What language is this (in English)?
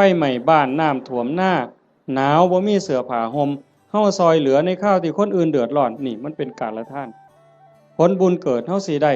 Northeastern Thai